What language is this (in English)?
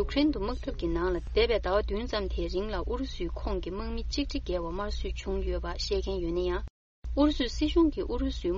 Tibetan